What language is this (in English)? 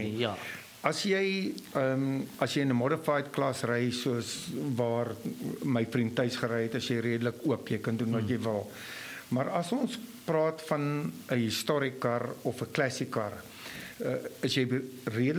Afrikaans